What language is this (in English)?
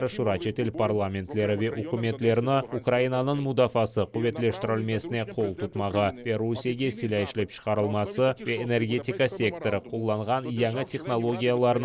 Crimean Tatar